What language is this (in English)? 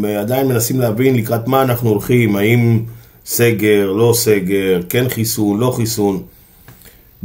Hebrew